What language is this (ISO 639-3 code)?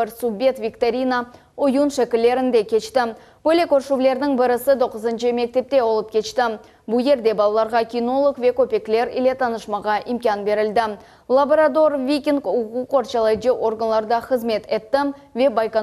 crh